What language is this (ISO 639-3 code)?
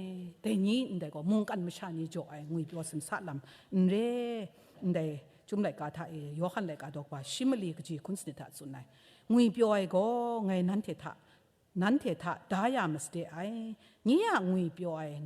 kac